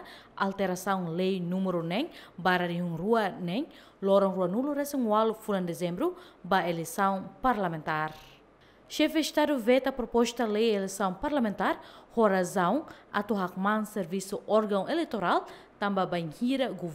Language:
Tetum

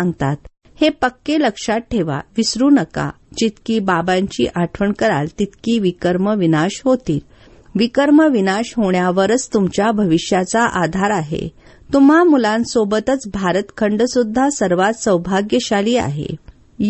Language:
Marathi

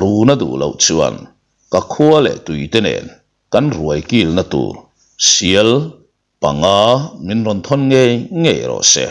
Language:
Mizo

